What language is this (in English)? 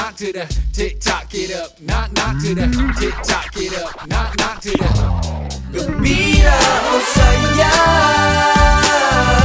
Malay